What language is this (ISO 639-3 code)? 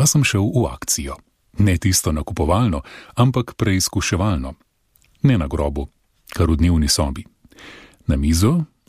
slv